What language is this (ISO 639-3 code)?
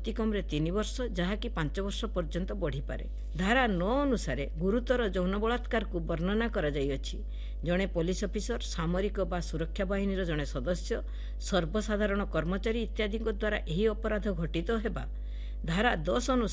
ori